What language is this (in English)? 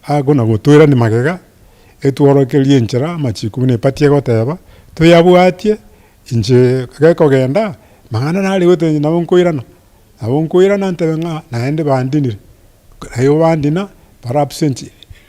Gusii